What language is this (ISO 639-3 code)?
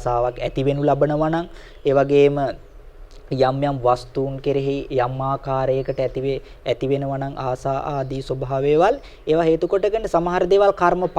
sin